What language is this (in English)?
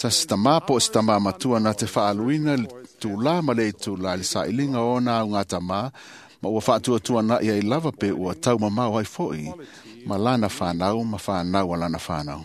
Samoan